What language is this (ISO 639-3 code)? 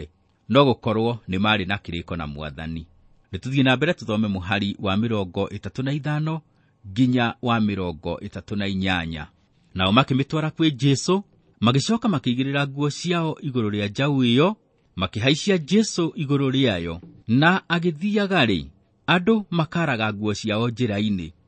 kik